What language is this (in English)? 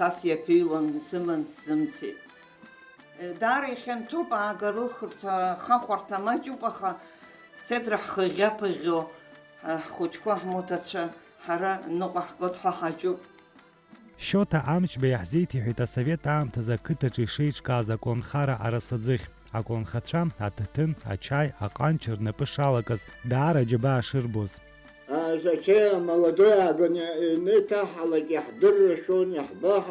Abkhazian